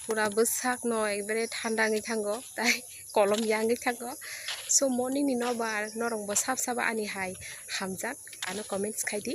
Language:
Kok Borok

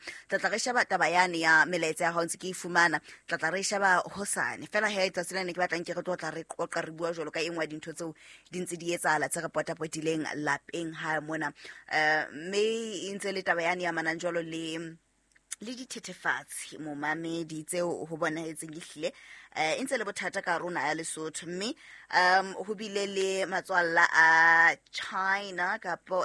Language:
Southern Sotho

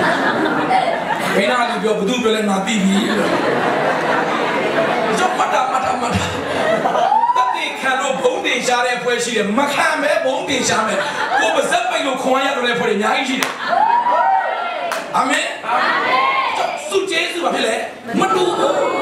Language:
Burmese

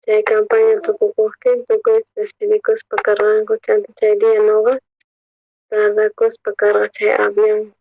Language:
South Bolivian Quechua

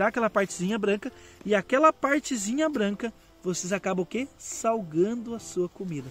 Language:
Portuguese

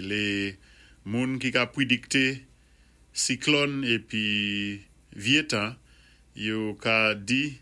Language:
Saint Lucian Creole French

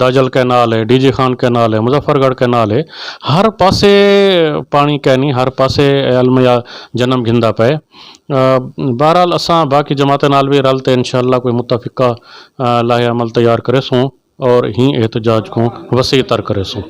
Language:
Saraiki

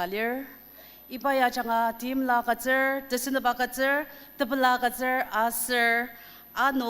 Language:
Ao Naga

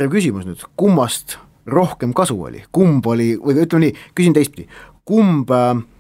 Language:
Estonian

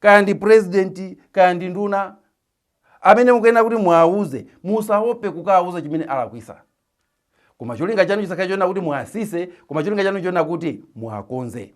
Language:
Nyanja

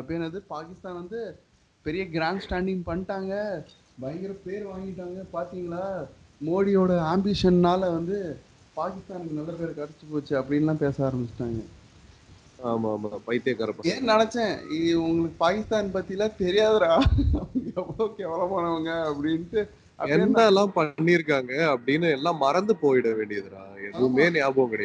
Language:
Tamil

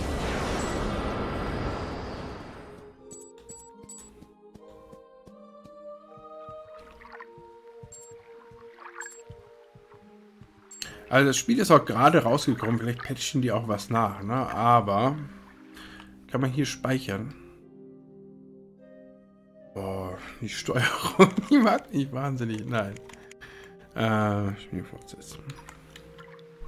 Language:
German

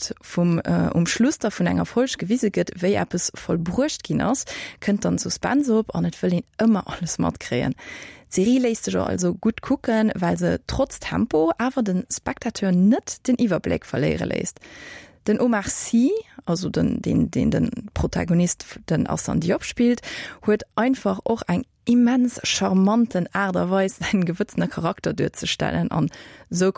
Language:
Luxembourgish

